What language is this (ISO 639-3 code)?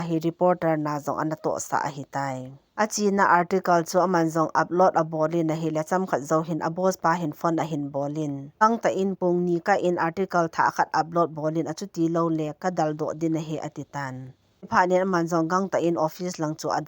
tcz